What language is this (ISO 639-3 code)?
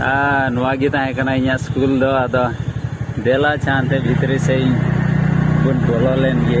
sat